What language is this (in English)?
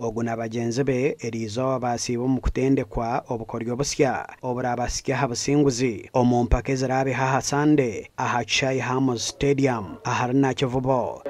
Nyankole